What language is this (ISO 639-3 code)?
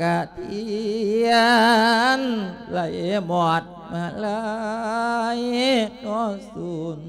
lao